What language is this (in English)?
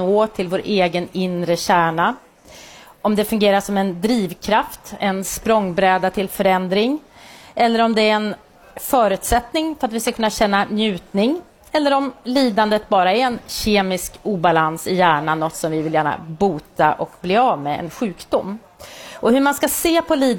Swedish